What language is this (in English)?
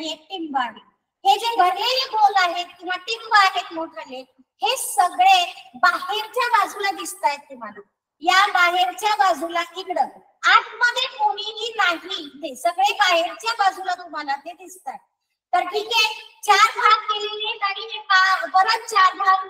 Marathi